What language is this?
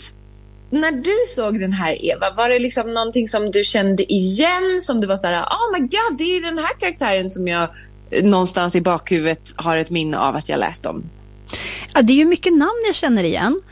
Swedish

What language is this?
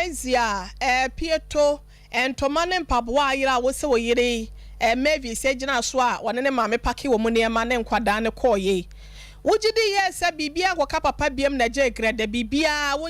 Akan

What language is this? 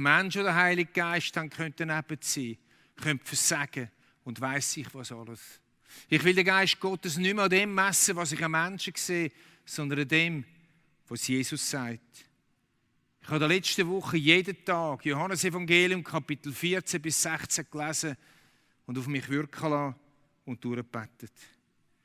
Swiss German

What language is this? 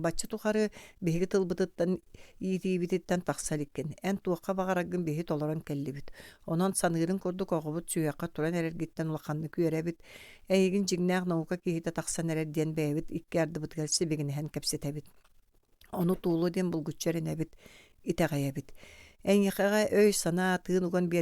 Yakut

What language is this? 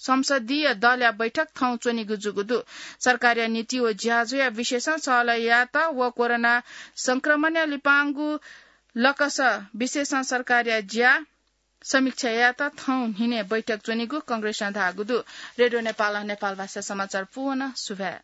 Newari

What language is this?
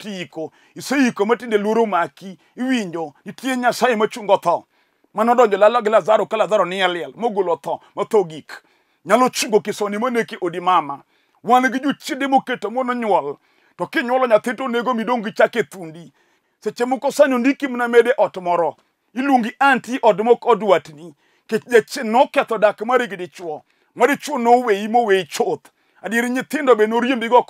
Luo (Kenya and Tanzania)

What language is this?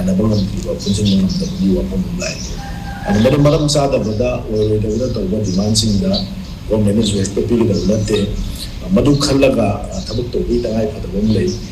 Manipuri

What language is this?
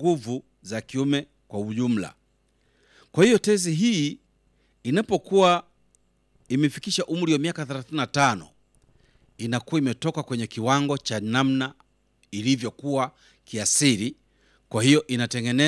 Swahili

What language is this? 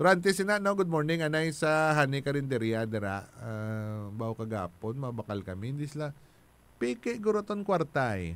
Hiligaynon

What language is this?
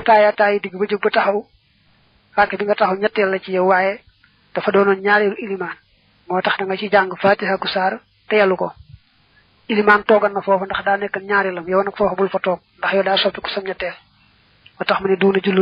Wolof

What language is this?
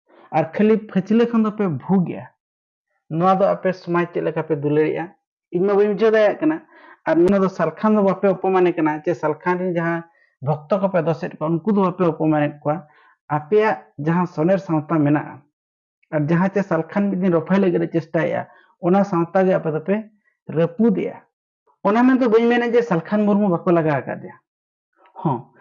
Santali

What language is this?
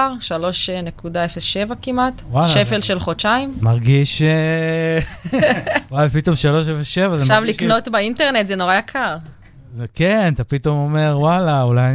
Hebrew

